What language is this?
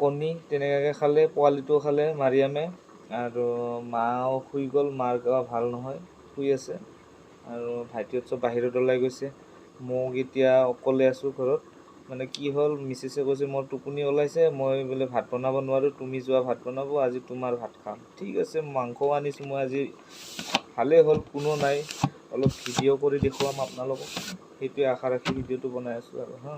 Assamese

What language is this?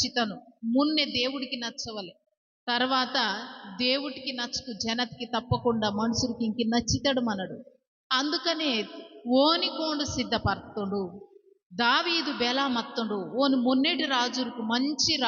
Koya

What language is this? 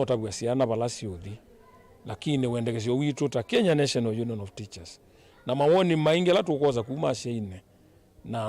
Kamba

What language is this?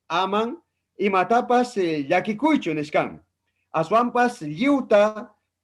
Ayacucho Quechua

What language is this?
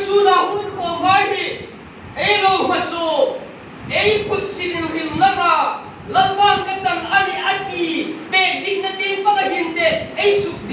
Hmar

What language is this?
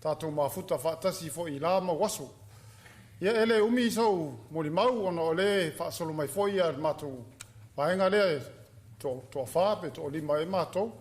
Samoan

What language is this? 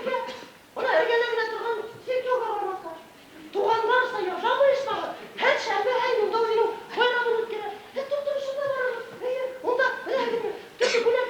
Bashkir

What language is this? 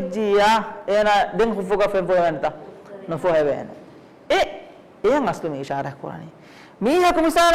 Divehi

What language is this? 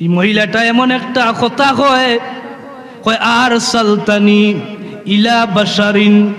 Sylheti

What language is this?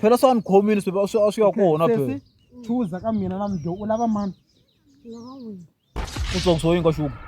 Tsonga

